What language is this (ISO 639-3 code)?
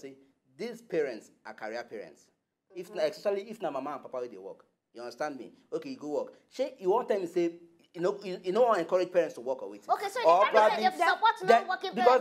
pcm